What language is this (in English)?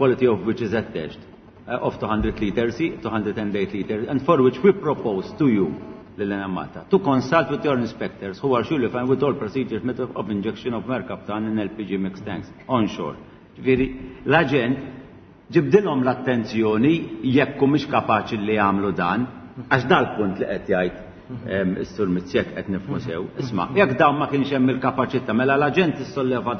Maltese